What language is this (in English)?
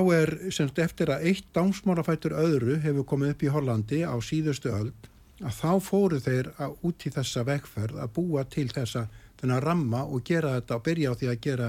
Icelandic